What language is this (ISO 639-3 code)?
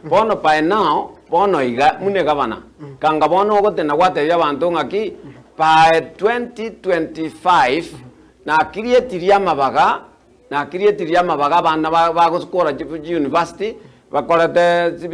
guz